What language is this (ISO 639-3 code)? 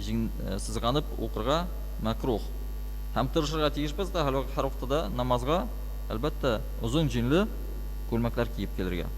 tat